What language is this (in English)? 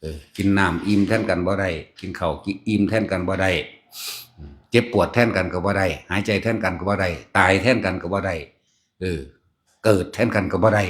Northeastern Thai